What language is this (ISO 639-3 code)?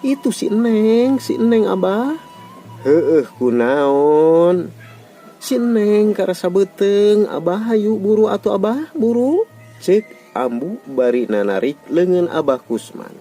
sun